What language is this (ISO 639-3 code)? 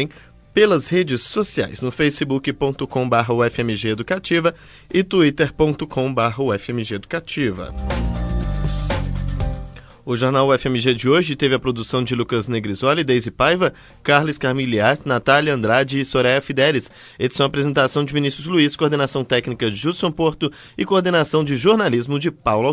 por